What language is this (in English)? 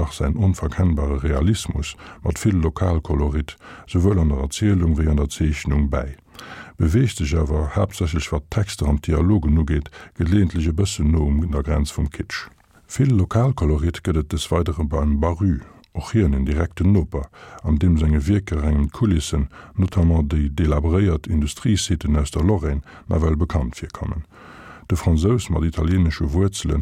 Luxembourgish